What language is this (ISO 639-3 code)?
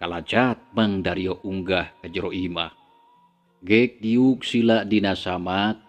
sun